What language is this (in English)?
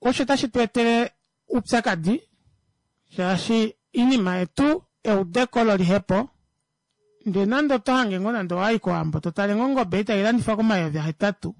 Kuanyama